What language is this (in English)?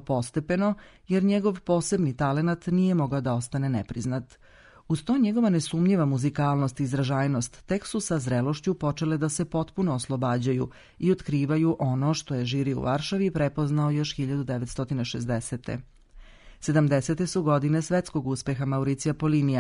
Serbian